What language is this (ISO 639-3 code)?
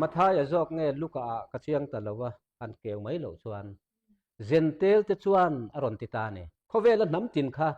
lus